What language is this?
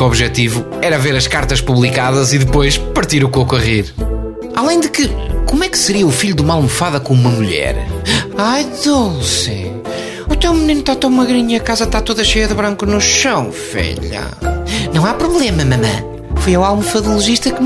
Portuguese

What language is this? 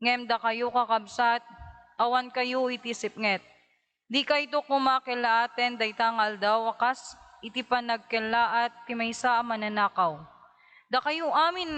Iloko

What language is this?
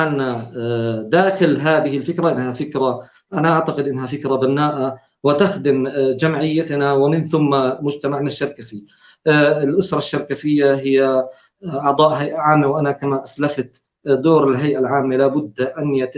North Levantine Arabic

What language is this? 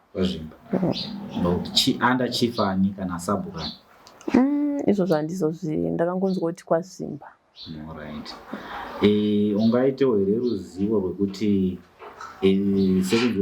Shona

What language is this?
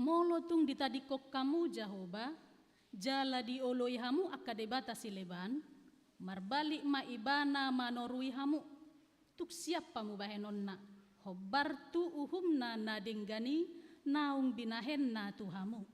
Batak Toba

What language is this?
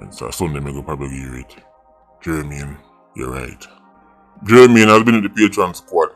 Jamaican Creole English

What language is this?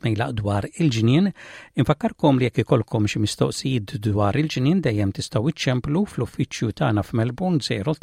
Maltese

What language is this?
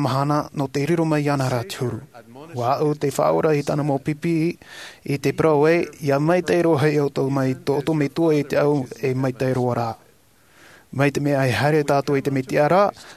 Tahitian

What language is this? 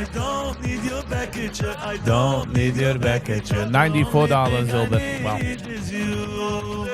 Yiddish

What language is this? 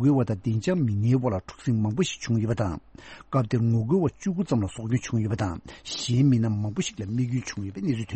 Tibetan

